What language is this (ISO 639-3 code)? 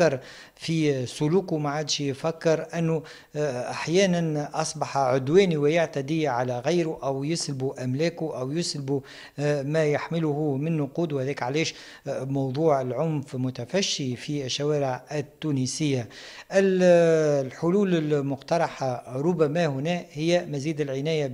aeb